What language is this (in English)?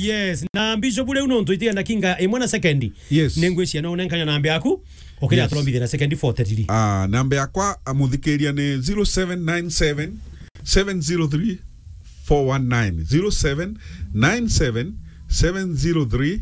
Meru